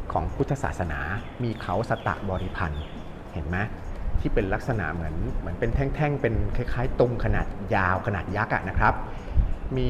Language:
Thai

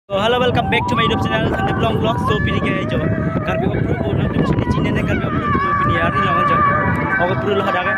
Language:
Karbi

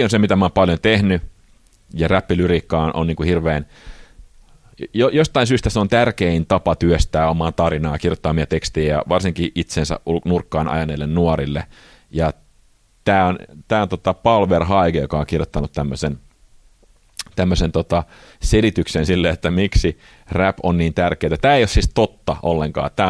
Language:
Finnish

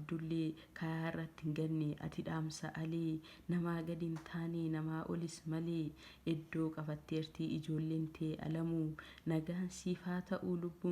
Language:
Oromo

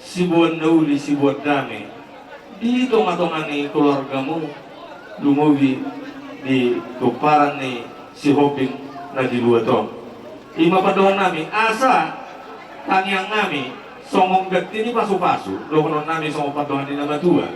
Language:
Batak Toba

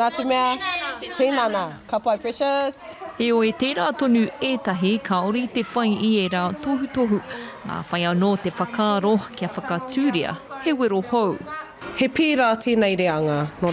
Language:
Māori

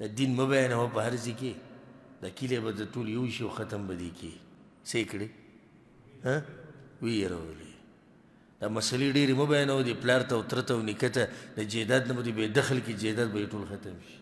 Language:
Pashto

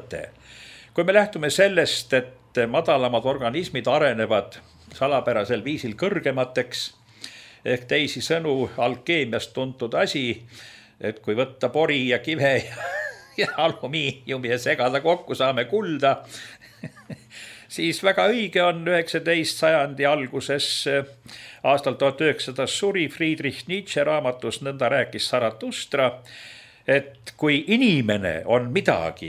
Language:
Estonian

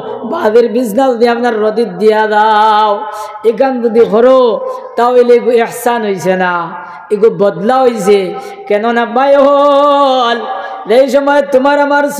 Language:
Sylheti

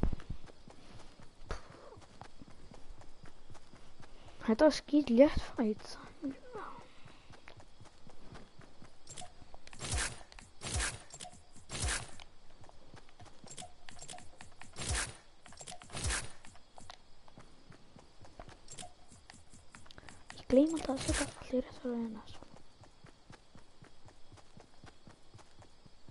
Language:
Icelandic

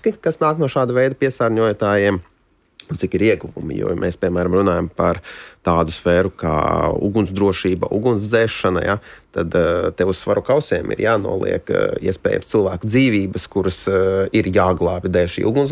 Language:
Latvian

